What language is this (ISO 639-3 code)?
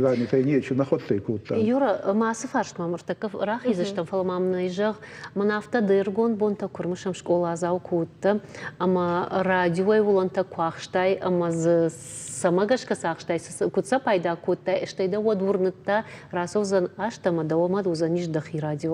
oss